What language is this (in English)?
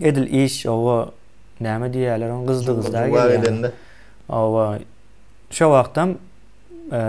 Turkmen